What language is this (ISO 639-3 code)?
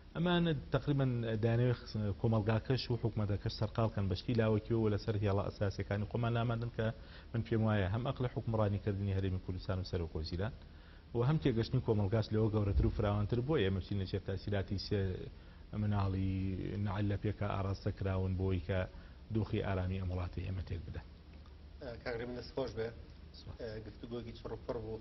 ckb